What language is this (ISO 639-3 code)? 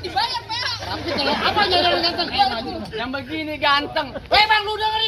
bew